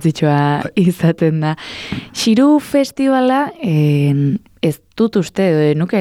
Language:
Basque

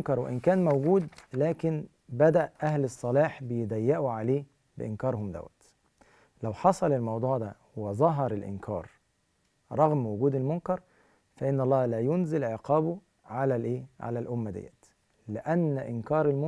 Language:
Arabic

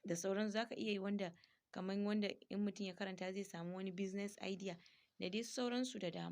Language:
Hausa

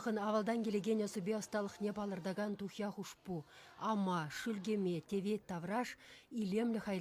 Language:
Chuvash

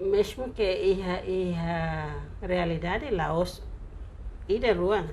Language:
Tetum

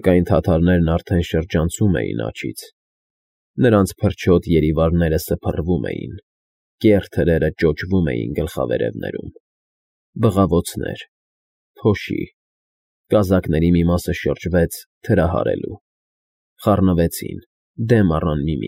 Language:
Armenian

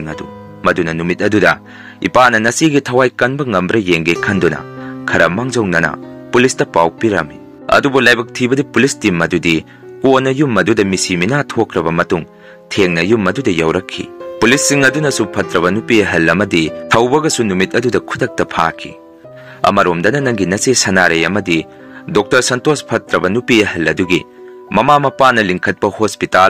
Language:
Manipuri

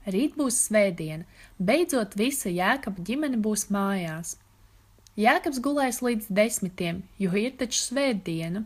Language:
Latvian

